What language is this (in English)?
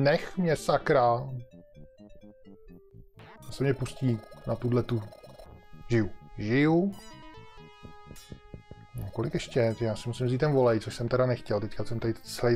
Czech